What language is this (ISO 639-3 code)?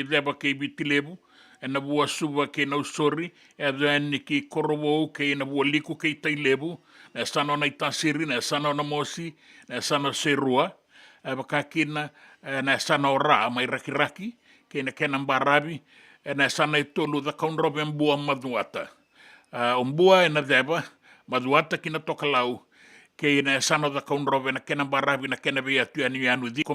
fij